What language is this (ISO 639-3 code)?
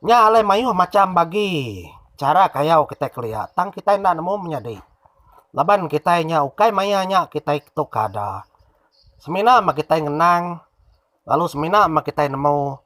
iba